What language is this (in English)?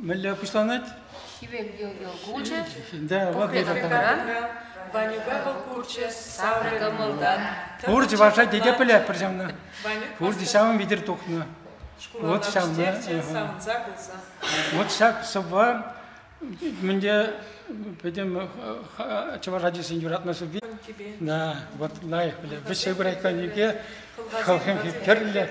Chuvash